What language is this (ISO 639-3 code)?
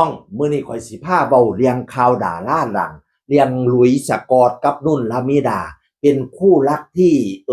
tts